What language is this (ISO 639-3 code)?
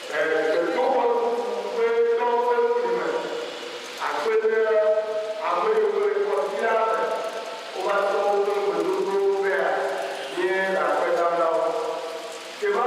ewe